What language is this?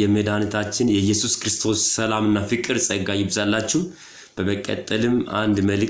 Amharic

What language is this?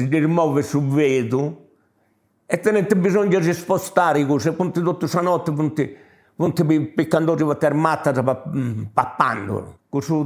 Sardinian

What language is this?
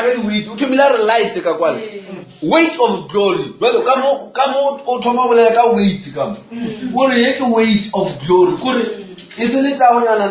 Northern Sotho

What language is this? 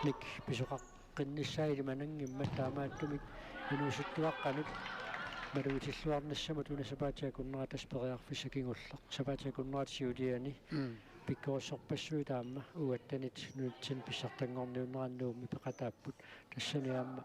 Kalaallisut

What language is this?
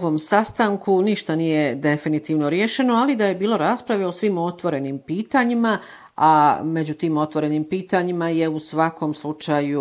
Bosnian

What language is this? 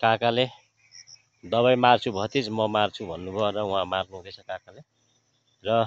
Nepali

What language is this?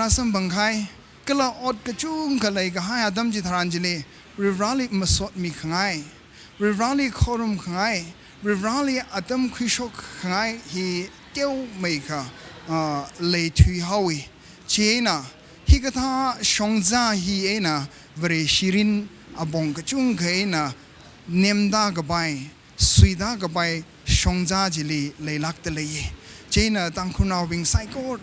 Tangkhul Naga (India)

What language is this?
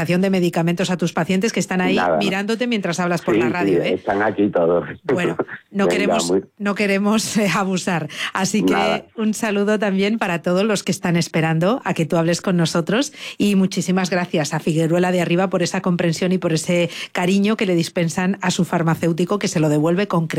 Spanish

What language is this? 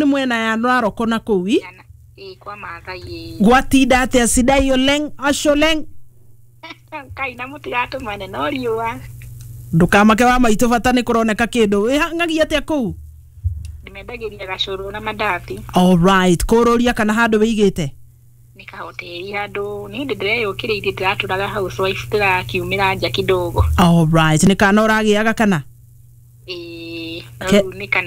Kikuyu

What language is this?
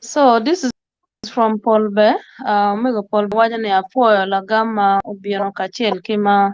Acoli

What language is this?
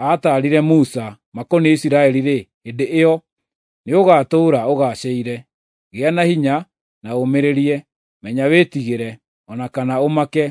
Kikuyu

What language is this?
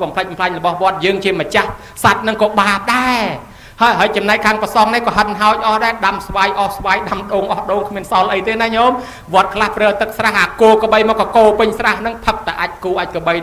Khmer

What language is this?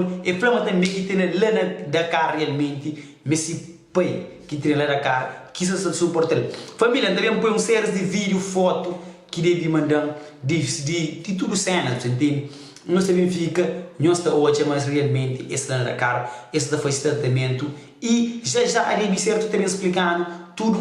Kabuverdianu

